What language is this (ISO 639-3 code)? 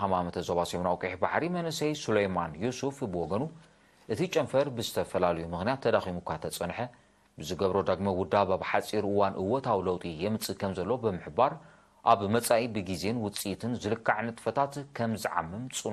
tir